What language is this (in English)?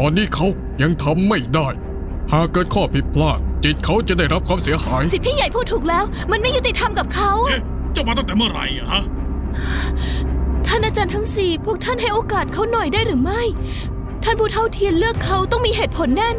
Thai